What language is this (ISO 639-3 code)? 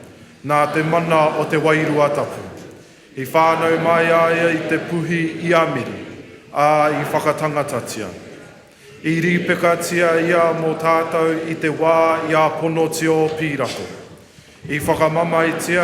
mri